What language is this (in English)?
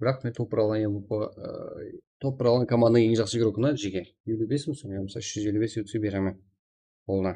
Kara-Kalpak